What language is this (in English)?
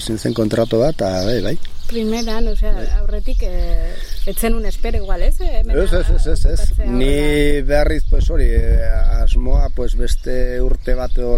Basque